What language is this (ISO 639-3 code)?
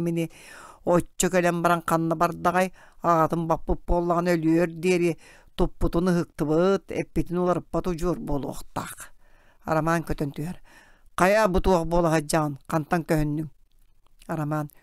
sah